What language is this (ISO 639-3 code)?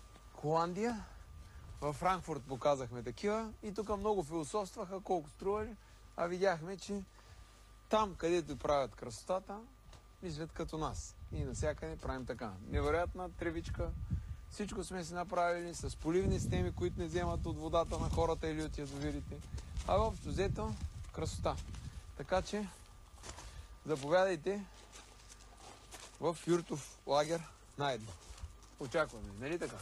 bul